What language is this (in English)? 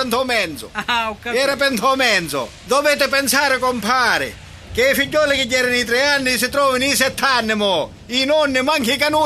Sicilian